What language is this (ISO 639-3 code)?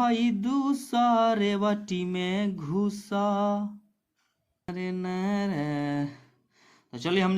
bho